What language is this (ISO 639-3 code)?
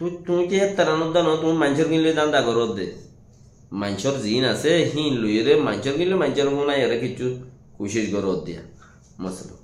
rhg